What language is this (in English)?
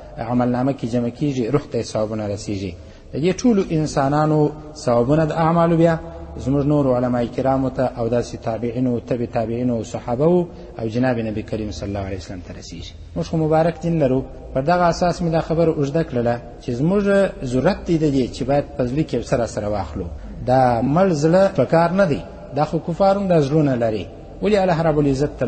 Pashto